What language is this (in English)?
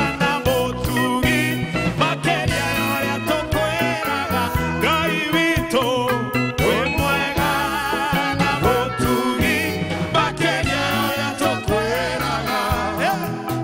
Kikuyu